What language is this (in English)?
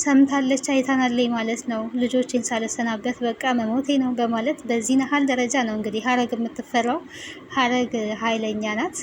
Amharic